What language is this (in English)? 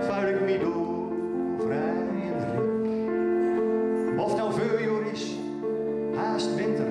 Gronings